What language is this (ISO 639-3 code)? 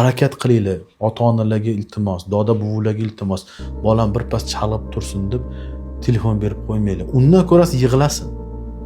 uzb